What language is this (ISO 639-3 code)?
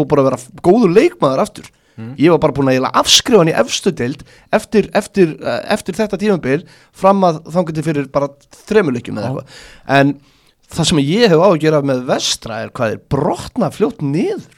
isl